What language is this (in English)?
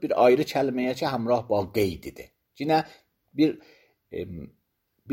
Azerbaijani